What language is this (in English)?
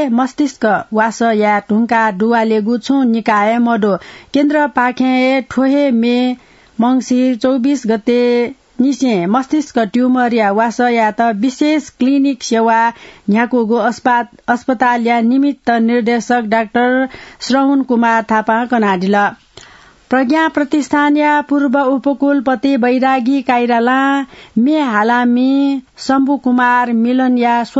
Newari